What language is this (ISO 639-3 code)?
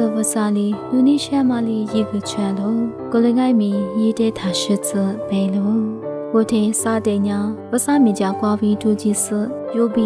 lis